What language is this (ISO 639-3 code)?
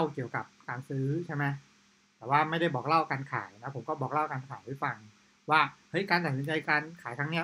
tha